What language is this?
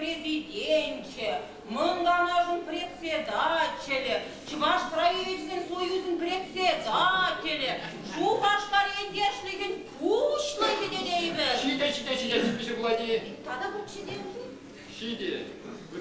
Chuvash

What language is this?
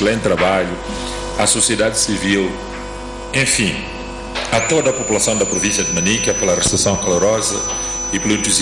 Portuguese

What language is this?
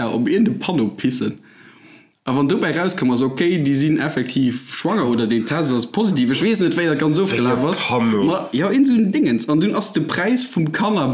Luxembourgish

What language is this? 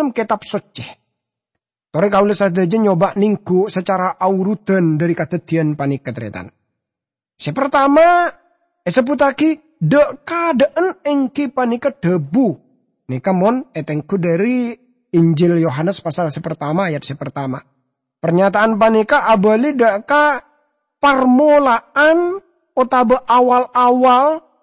Madurese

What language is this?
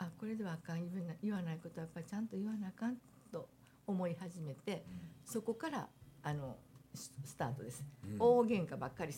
Japanese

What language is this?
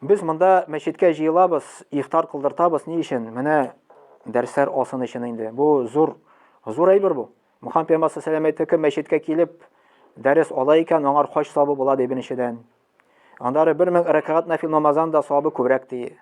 Tatar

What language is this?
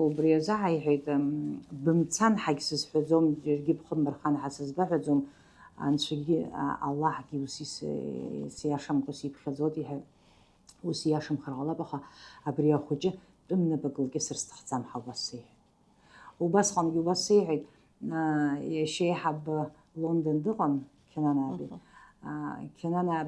Abkhazian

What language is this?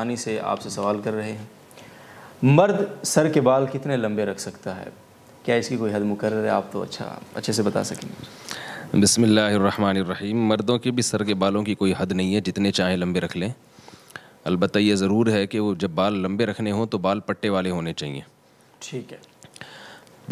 Urdu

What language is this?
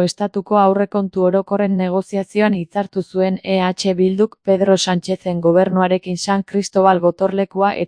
Basque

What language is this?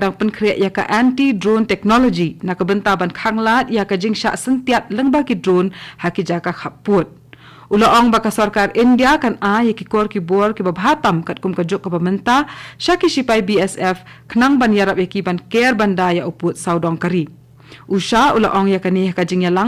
Khasi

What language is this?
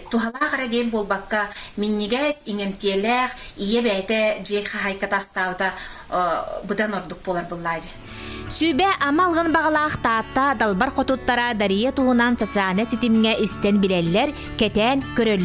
Yakut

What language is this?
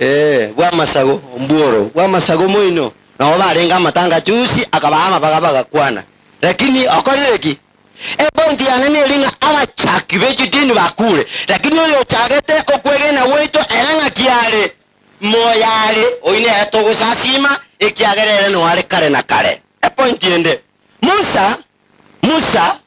Gusii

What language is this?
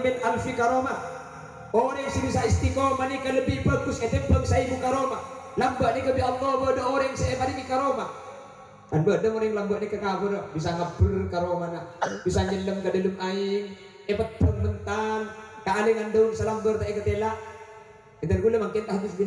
Madurese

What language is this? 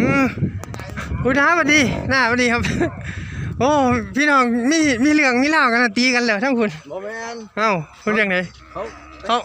Northeastern Thai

